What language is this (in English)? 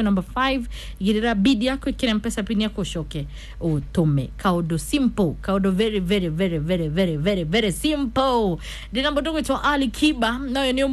Kikuyu